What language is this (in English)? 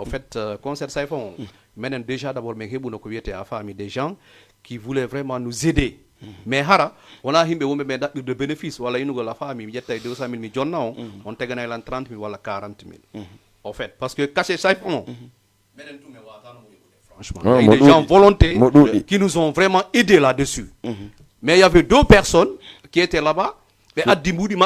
Fula